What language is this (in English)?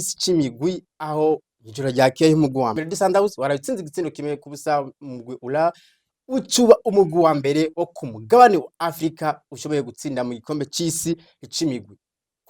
Rundi